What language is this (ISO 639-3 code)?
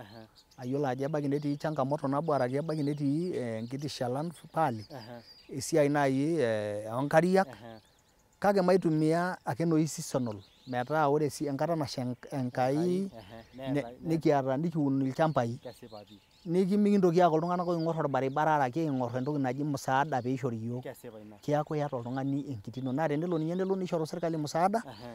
mas